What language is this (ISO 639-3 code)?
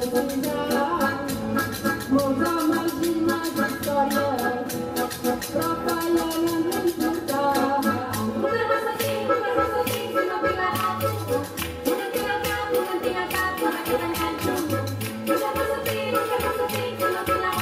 cat